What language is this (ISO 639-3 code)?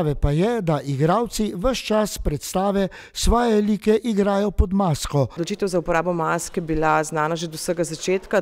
slv